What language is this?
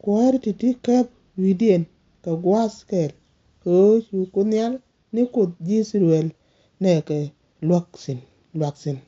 Nuer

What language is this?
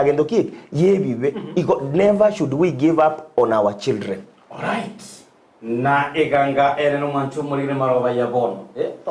Gusii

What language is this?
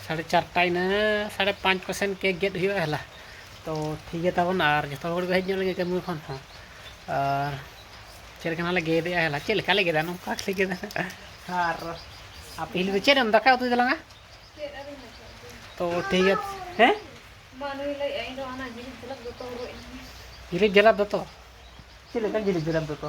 Santali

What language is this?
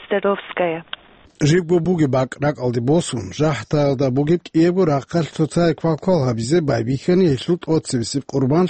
Avaric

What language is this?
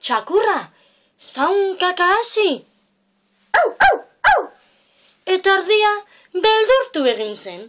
Basque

